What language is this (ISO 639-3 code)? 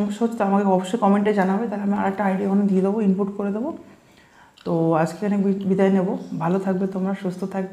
ben